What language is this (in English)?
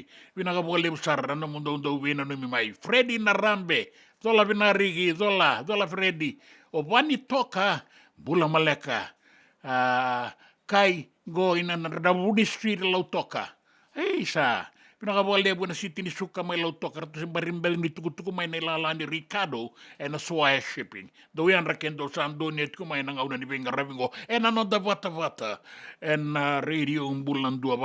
Fijian